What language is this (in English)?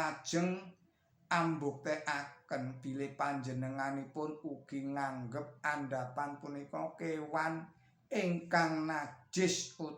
Javanese